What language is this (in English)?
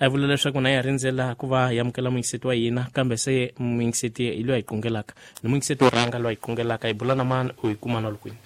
Tsonga